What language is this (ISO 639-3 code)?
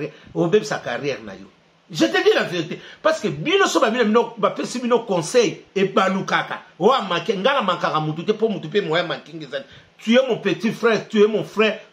lin